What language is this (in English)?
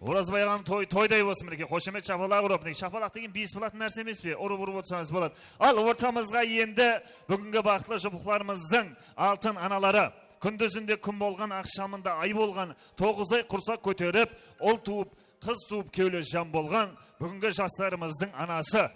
Kara-Kalpak